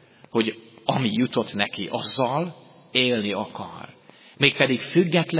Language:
Hungarian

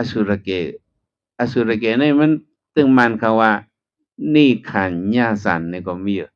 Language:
Shan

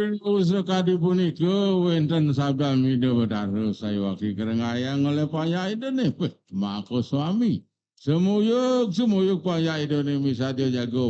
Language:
Balinese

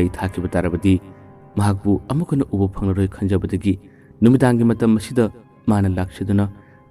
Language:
Manipuri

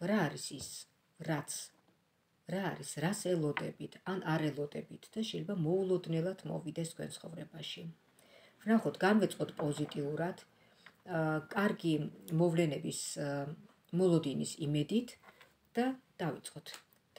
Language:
Georgian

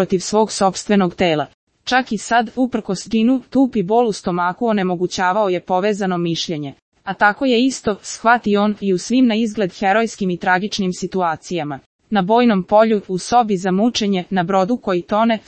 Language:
Serbian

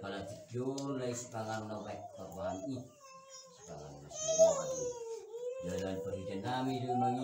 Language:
Batak Toba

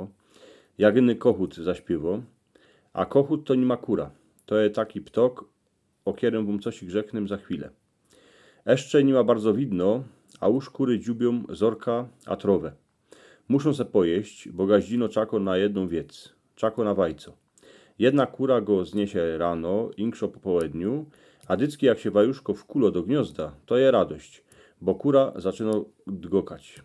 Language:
Silesian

